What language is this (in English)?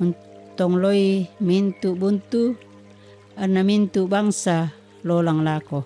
Toraja-Sa'dan